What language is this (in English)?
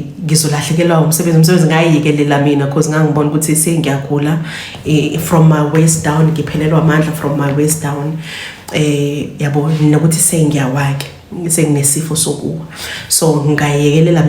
Zulu